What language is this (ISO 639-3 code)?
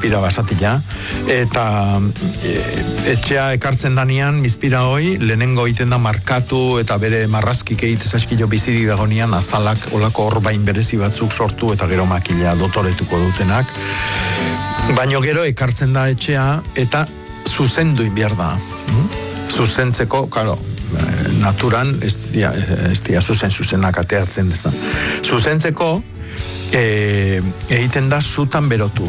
eus